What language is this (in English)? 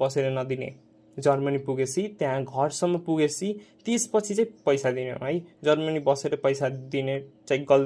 Nepali